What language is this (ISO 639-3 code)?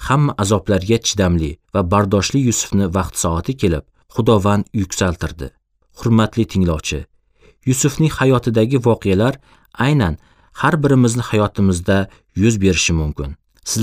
uzb